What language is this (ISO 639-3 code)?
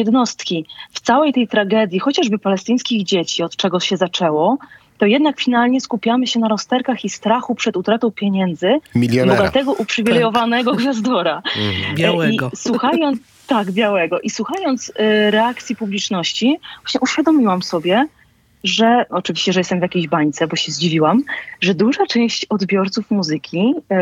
pol